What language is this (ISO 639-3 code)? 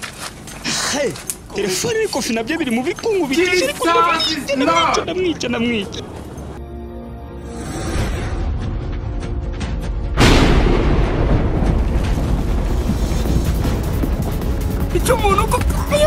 kin